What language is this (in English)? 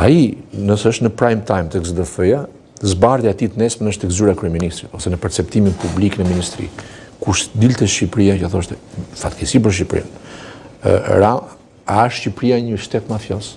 Albanian